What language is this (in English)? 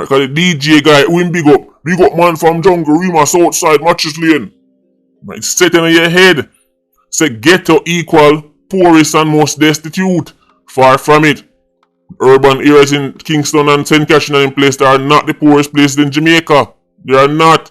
Jamaican Creole English